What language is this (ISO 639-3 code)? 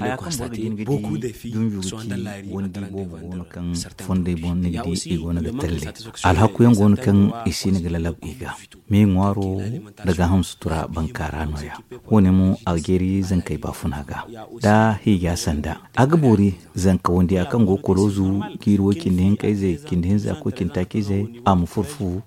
dje